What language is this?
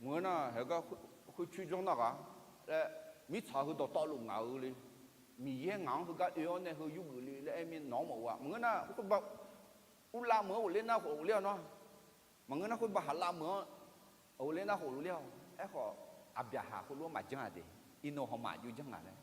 Akha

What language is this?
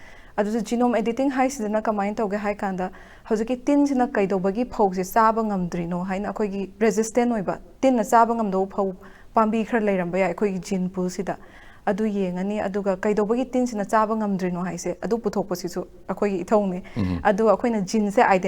Manipuri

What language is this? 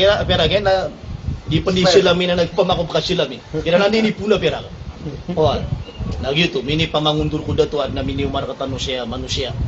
Maranao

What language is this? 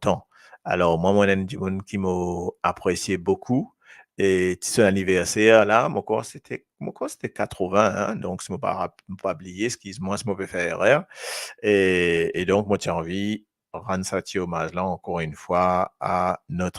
Morisyen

